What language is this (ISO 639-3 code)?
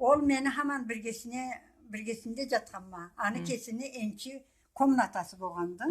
krc